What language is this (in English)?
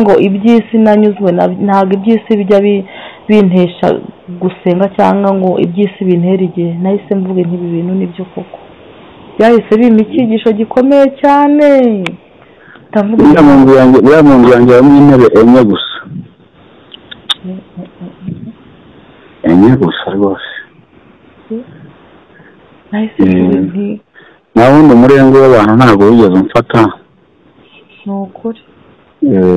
Kinyarwanda